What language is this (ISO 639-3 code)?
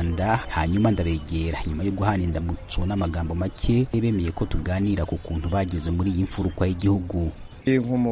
kin